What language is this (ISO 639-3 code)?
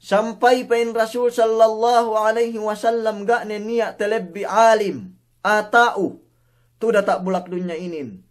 yka